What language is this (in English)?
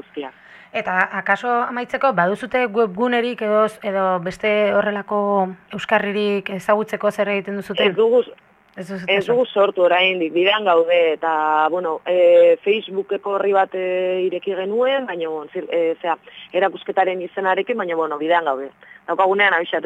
Basque